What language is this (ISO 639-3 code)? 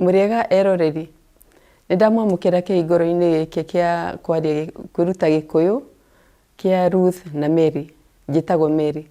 kik